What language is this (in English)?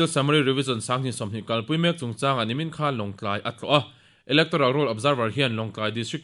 Mizo